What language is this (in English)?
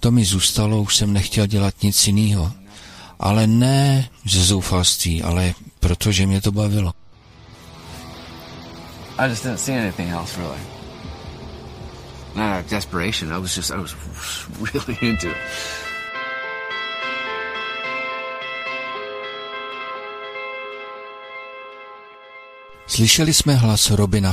Czech